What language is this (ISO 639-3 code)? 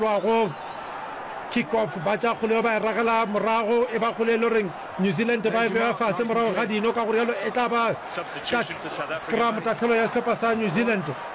nso